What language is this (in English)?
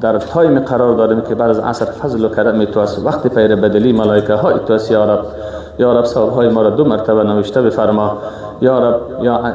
Persian